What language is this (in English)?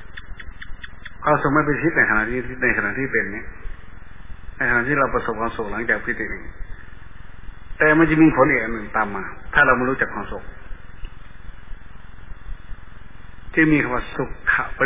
Thai